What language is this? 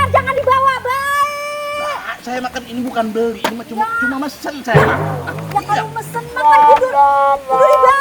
Betawi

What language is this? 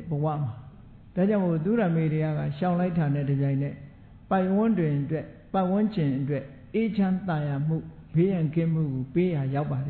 Burmese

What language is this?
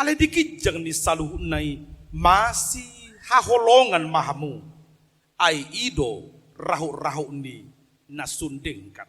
Batak Toba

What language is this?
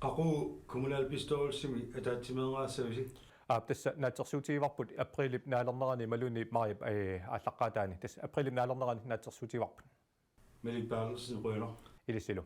Kalaallisut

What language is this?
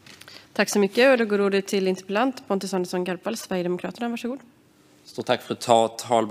Swedish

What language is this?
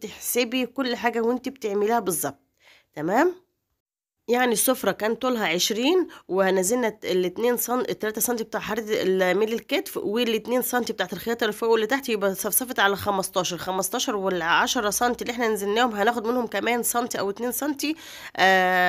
Egyptian Arabic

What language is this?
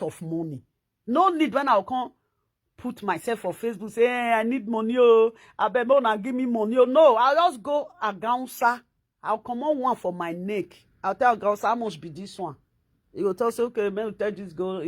Nigerian Pidgin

